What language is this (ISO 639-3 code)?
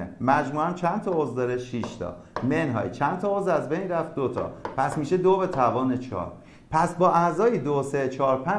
fas